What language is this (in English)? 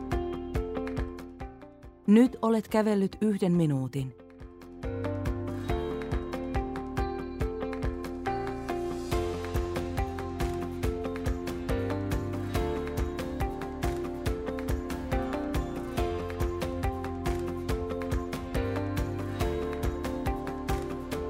Finnish